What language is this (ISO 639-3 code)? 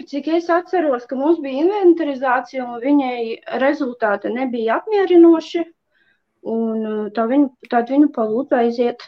lav